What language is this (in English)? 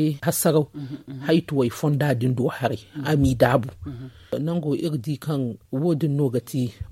Zarma